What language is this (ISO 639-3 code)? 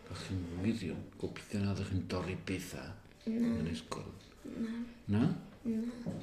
cym